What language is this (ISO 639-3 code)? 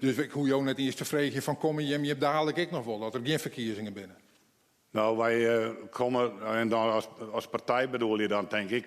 fry